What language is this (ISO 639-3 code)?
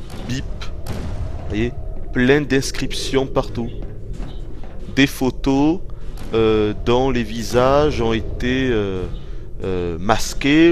fra